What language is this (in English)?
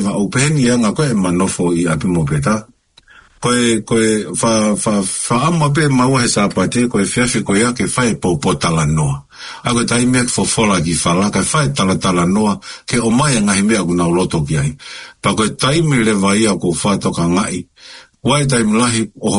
Tongan